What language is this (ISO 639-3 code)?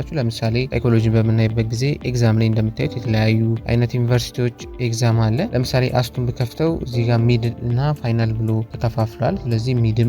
amh